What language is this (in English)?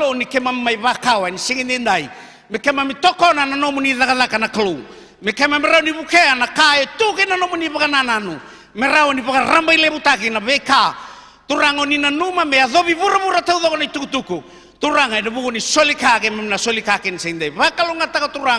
Fijian